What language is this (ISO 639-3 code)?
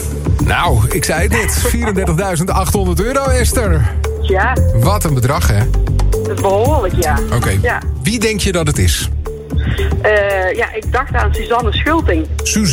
nld